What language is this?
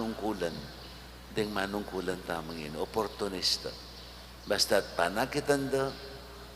Pampanga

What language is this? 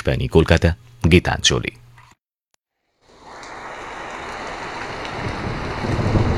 Bangla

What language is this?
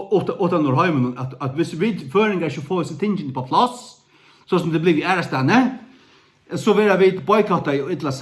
Faroese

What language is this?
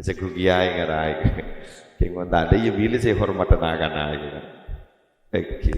Madurese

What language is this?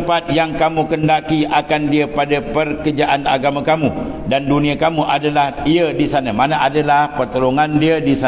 Malay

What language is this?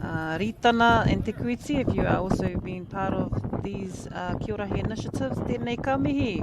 Māori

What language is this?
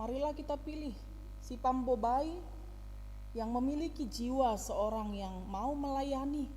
Batak Simalungun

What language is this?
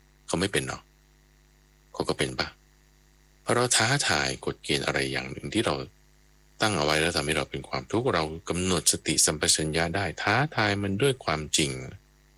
Thai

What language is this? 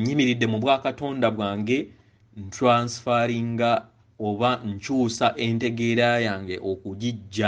Ganda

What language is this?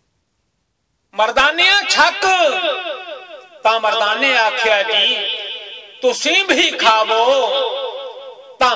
Punjabi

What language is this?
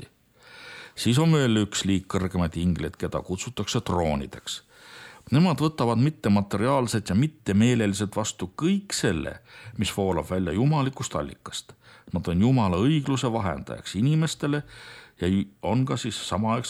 Estonian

